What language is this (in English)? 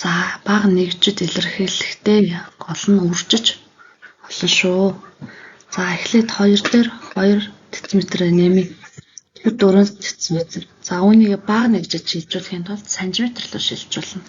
Mongolian